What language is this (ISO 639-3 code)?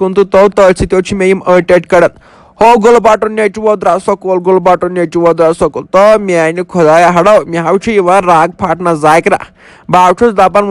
kas